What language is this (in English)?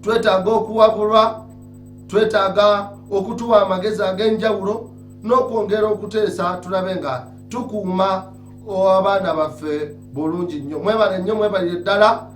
Ganda